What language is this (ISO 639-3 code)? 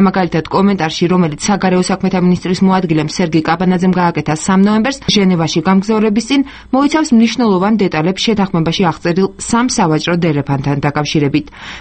kat